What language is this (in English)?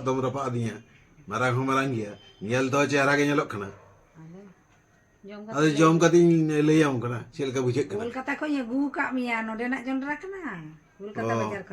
Santali